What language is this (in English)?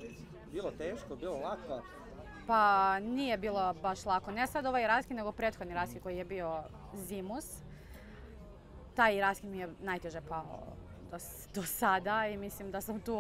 Serbian